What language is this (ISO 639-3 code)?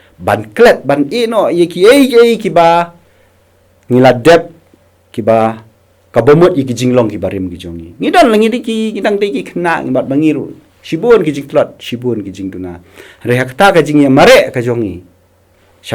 kha